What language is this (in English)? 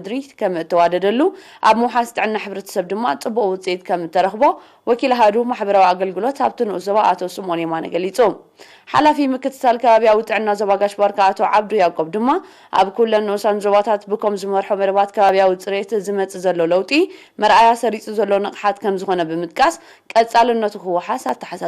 Tigrinya